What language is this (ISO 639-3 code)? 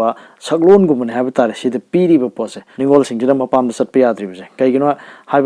mni